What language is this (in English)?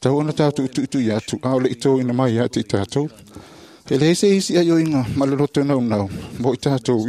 Samoan